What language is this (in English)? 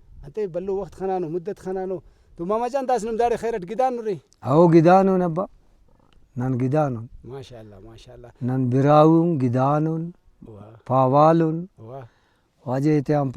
Brahui